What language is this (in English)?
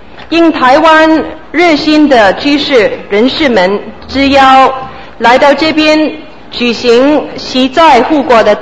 Chinese